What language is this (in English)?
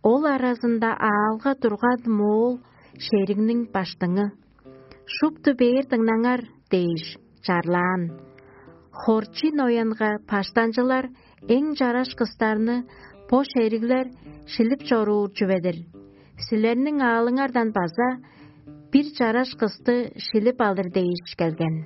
Tuvinian